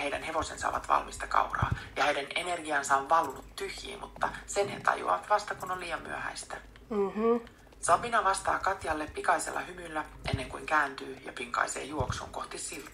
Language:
Finnish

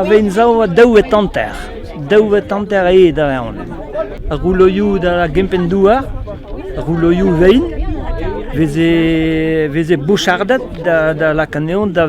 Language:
Breton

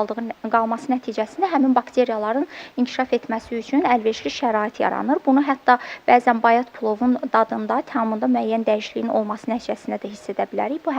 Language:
Azerbaijani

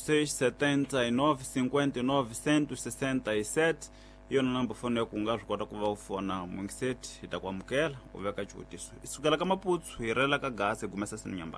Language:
Tsonga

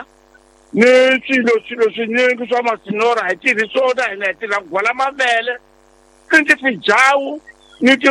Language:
Tsonga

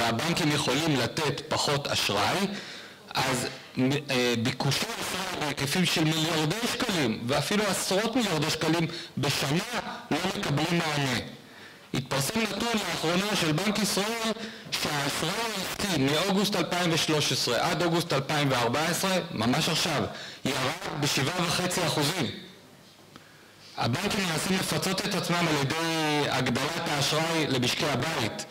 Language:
Hebrew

